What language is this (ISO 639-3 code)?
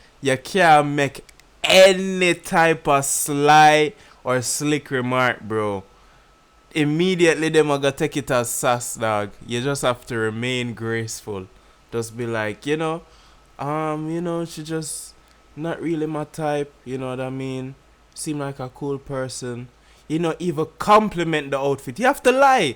jam